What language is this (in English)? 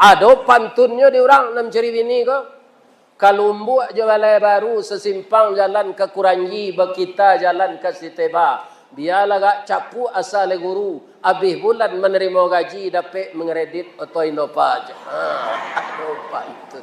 Minangkabau